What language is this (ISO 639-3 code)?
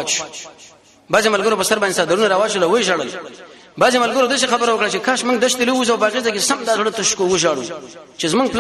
pus